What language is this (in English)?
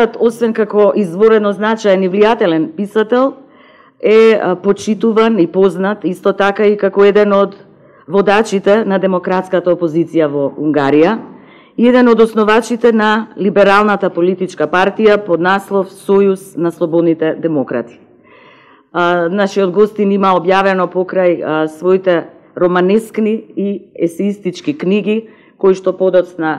Macedonian